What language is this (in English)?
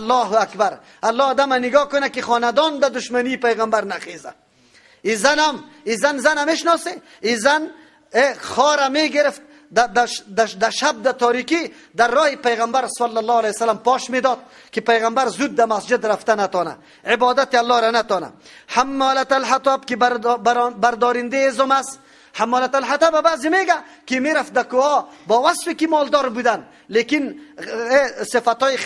Persian